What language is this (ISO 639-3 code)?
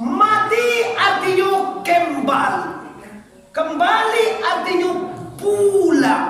min